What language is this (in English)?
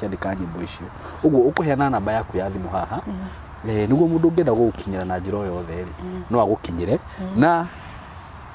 Kikuyu